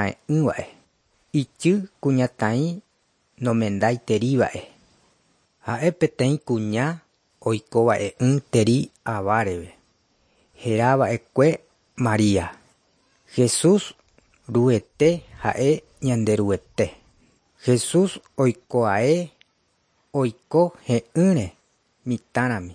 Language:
Guarani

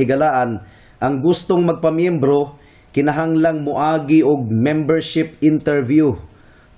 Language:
Cebuano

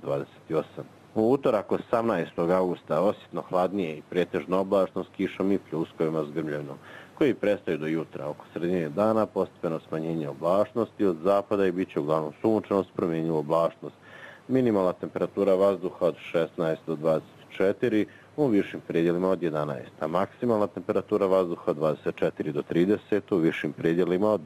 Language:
Bosnian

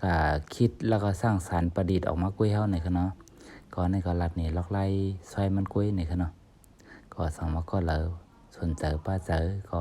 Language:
Shan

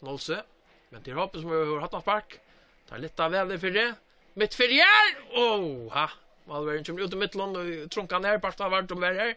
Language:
Faroese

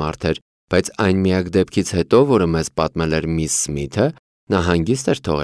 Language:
Armenian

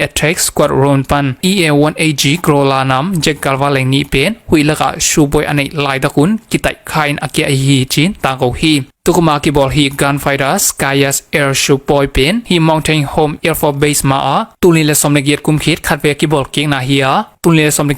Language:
Tedim Chin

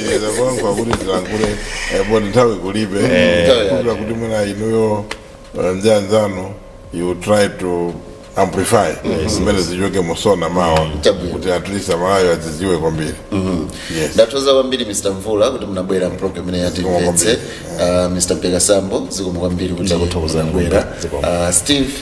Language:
Nyanja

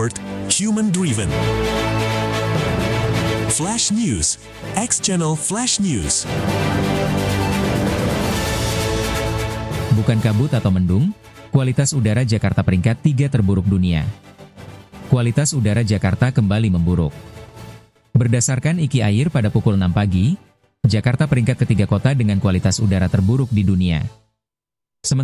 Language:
Indonesian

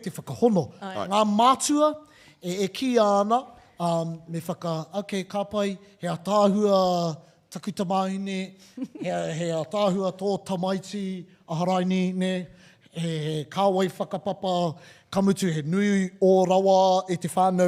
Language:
Māori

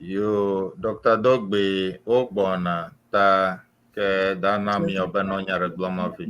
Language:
Ewe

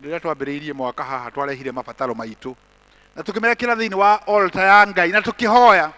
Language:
Kikuyu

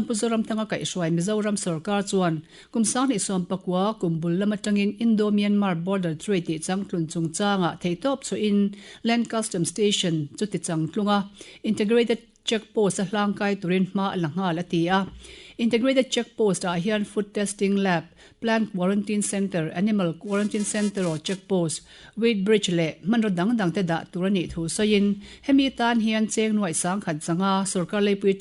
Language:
Mizo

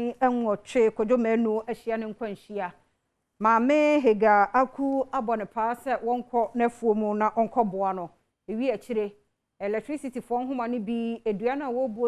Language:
Akan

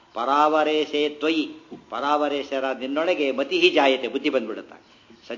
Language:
Kannada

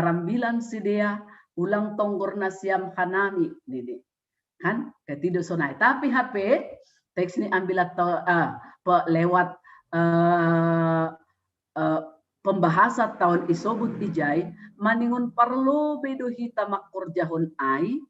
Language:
Batak Simalungun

